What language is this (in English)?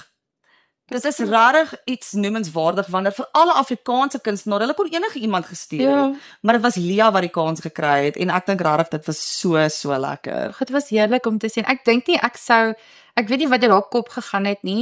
Afrikaans